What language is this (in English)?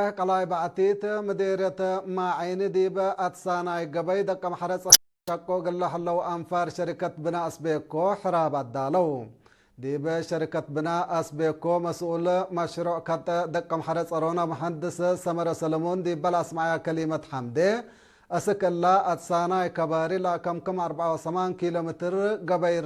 Tigre